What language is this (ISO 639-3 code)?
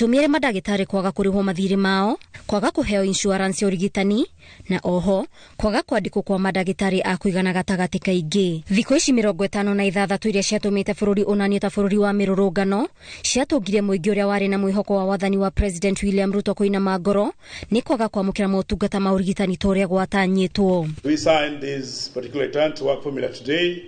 kik